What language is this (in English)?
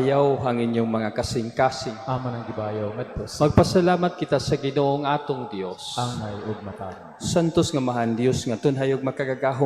Cebuano